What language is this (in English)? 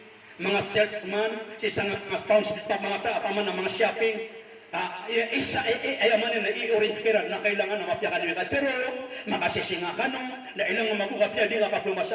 Maranao